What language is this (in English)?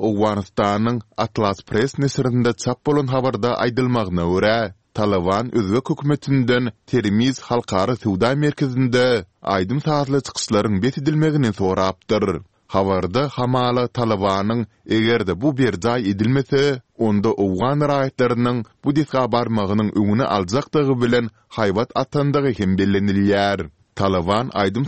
Turkmen